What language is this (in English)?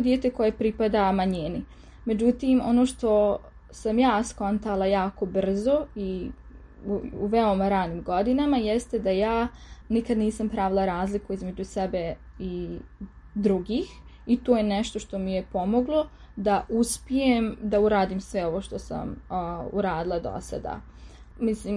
Serbian